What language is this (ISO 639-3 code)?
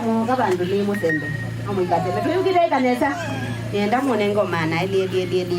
kam